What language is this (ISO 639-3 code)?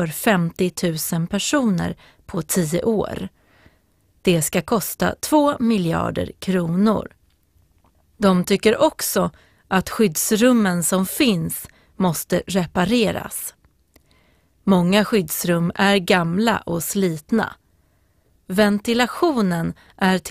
swe